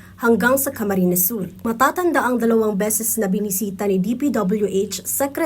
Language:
Bikol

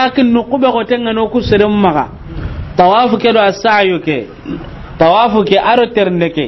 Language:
Soninke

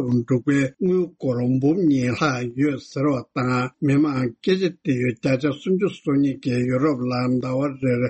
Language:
Tibetan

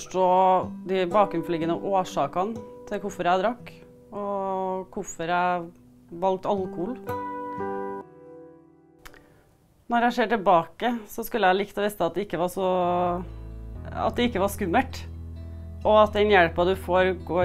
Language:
Norwegian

